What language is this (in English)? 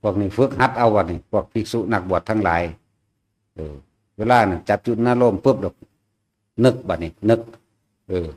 Northeastern Thai